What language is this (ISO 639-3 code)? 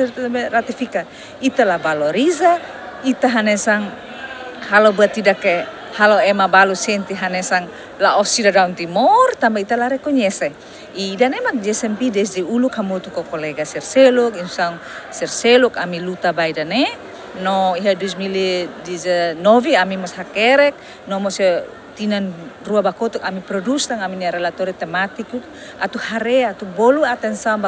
tet